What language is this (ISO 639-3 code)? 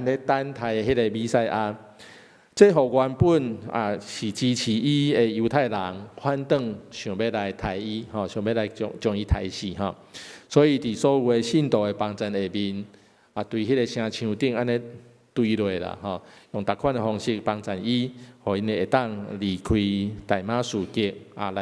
nan